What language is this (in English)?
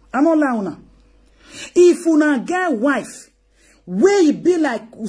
Nigerian Pidgin